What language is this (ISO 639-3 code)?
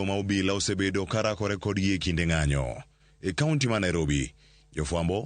luo